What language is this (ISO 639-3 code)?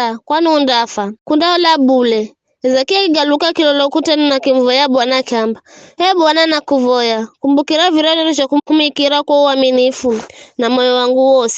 nyf